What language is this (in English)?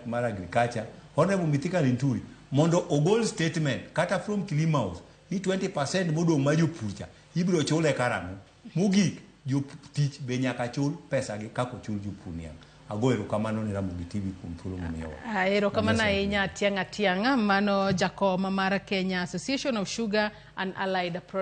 Luo (Kenya and Tanzania)